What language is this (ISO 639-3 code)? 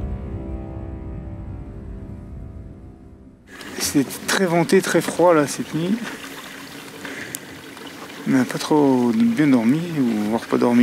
fra